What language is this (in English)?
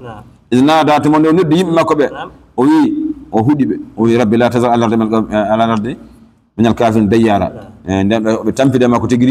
Fula